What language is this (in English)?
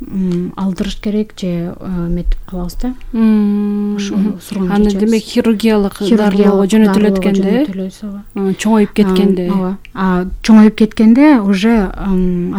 Kyrgyz